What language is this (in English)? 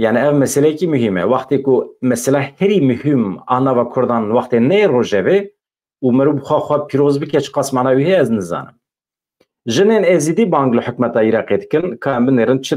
Kurdish